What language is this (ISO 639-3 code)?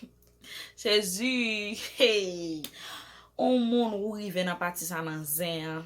hat